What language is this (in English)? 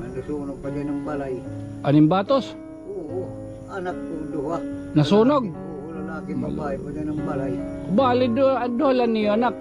Waray